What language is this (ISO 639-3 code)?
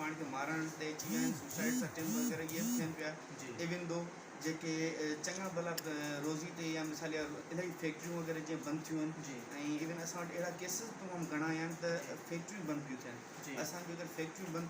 snd